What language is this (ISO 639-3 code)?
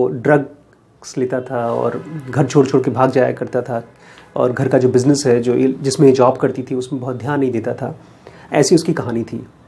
hin